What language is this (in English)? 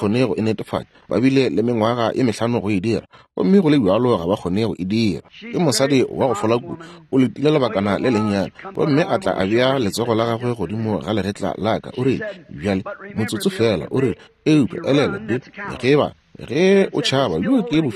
Northern Sotho